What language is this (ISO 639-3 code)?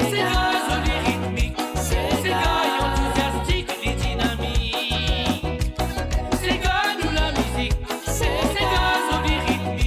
mfe